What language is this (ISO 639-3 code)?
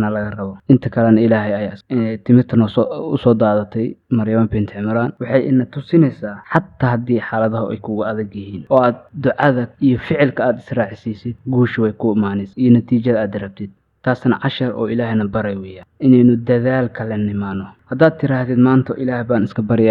som